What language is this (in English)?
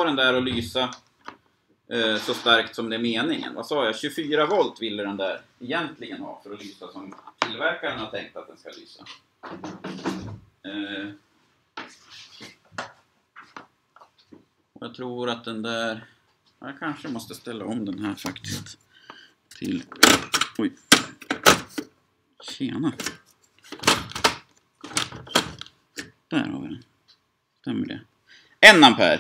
Swedish